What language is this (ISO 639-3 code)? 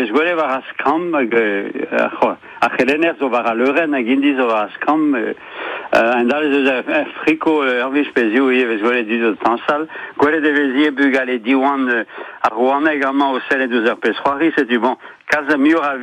bre